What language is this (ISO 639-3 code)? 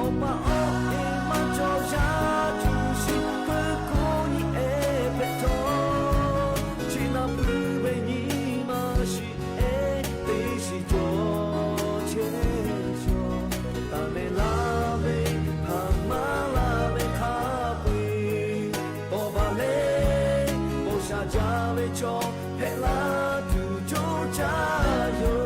lhu